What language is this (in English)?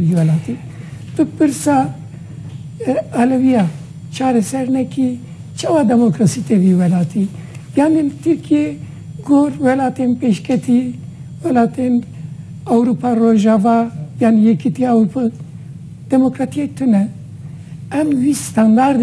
Kurdish